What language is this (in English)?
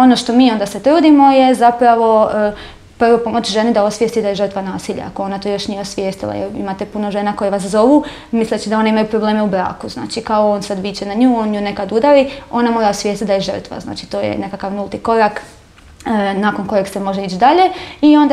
Croatian